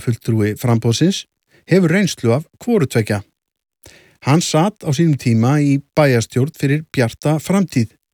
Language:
Icelandic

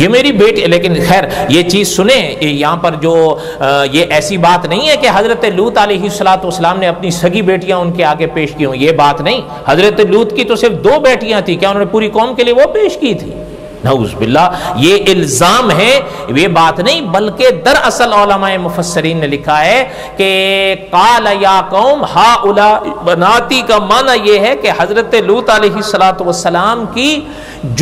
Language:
Urdu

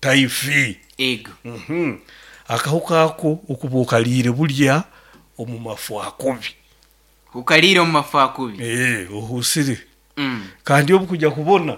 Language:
Nyoro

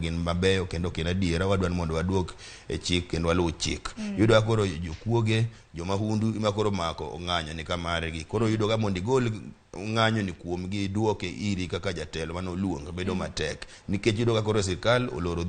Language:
Luo (Kenya and Tanzania)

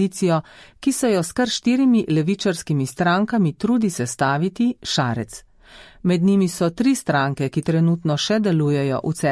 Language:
Slovenian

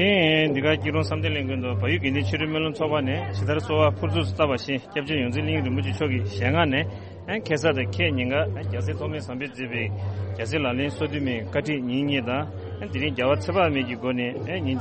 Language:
Tibetan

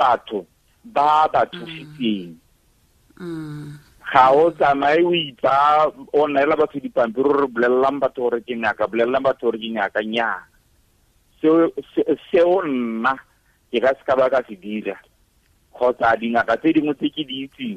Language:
Tswana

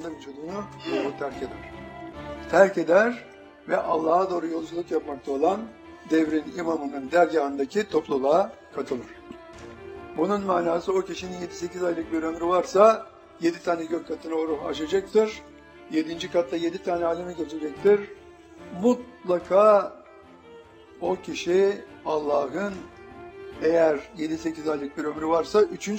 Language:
Turkish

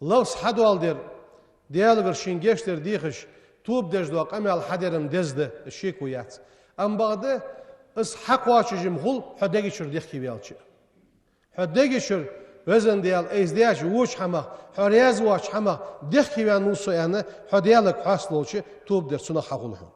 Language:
Ingush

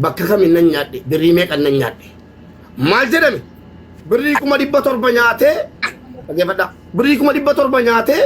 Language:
Oromo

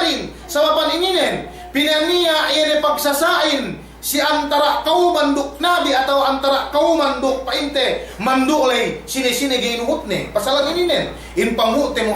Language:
Yakan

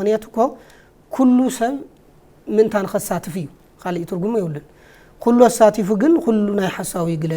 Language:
Tigrinya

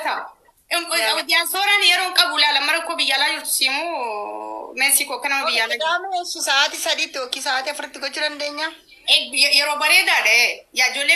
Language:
Oromo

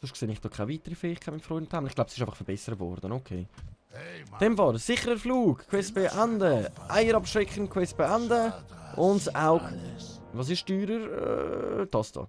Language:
Swiss German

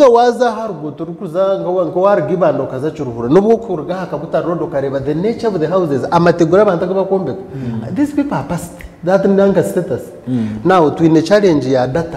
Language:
Nyankole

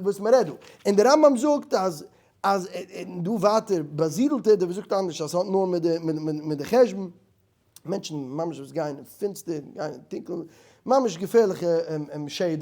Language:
Yiddish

